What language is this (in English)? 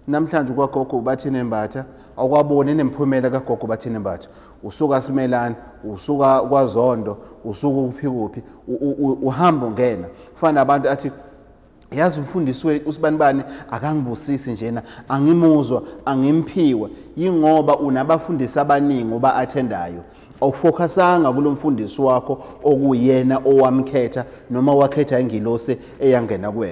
Zulu